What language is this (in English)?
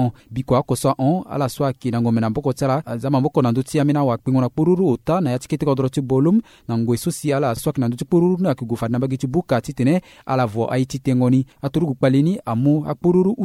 Sango